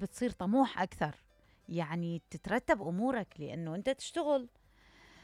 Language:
Mesopotamian Arabic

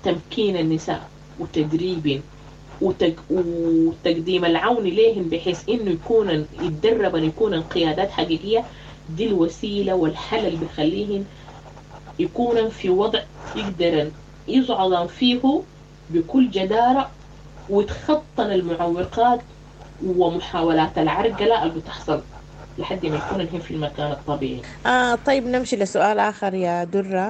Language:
Sudanese Arabic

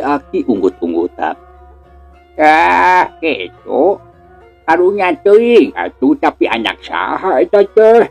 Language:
Sundanese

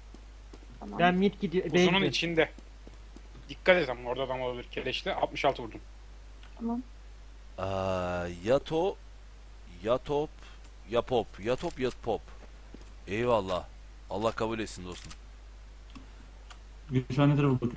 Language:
Turkish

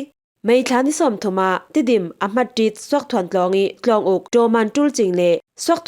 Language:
Falam Chin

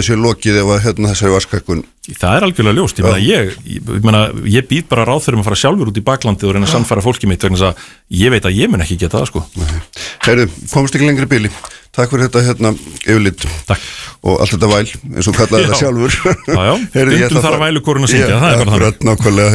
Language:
Icelandic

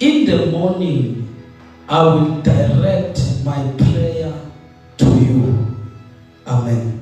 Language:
Zulu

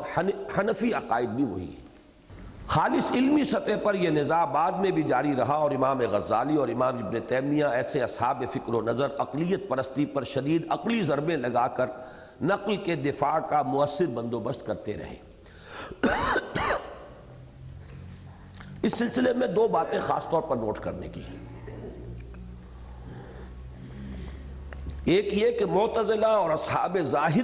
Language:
Urdu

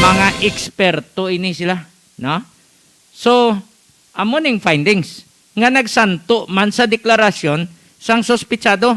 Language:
Hiligaynon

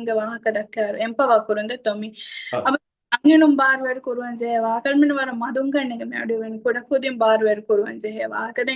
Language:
Divehi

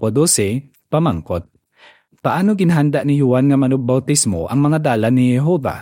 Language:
Hiligaynon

